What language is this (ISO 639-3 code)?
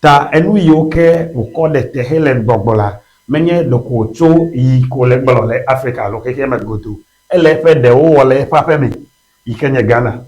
ewe